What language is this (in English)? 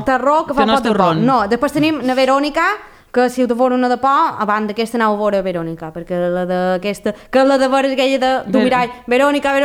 Catalan